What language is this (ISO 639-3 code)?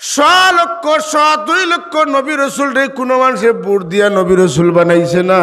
syl